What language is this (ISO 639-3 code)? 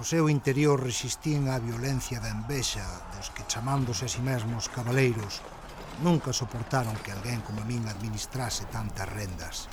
glg